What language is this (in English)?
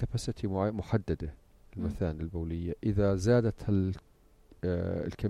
North Levantine Arabic